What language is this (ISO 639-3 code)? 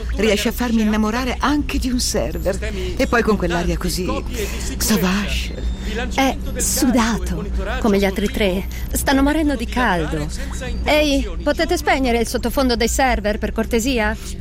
ita